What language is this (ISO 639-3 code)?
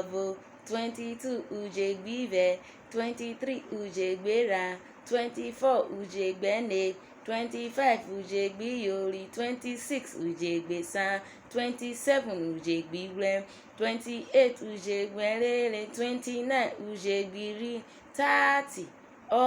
urh